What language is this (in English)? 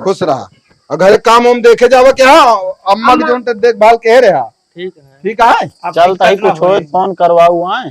Awadhi